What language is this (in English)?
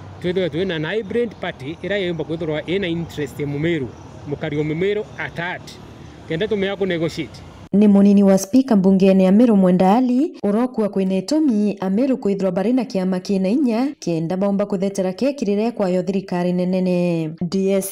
Meru